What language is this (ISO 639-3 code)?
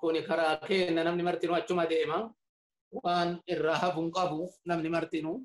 orm